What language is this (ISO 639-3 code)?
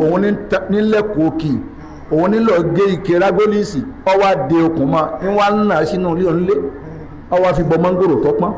yor